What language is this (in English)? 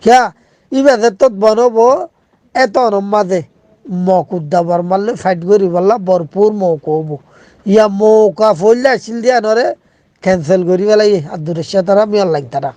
Rohingya